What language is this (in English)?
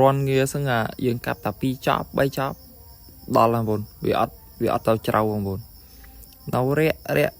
Khmer